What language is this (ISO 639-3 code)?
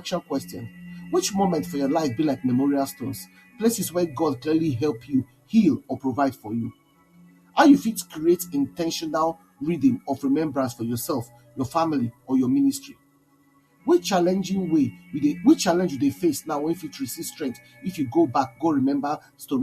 pcm